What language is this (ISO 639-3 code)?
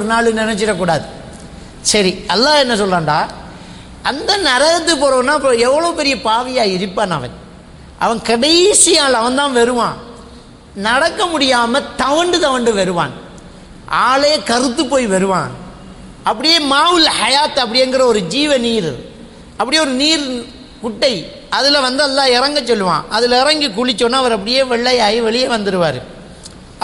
tam